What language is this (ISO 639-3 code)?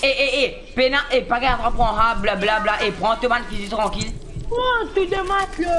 mfe